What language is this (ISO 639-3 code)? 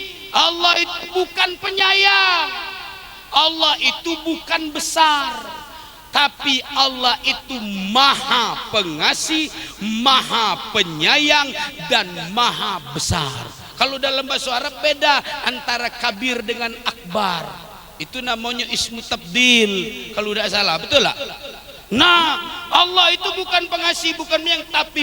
mui